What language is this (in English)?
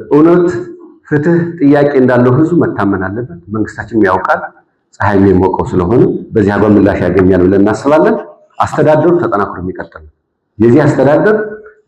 Amharic